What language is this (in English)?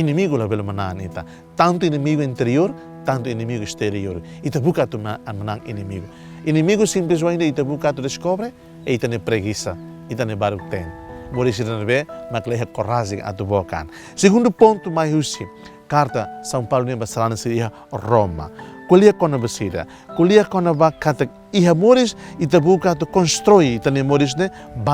Tetum